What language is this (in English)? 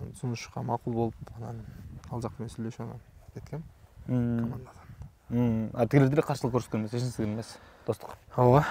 Kyrgyz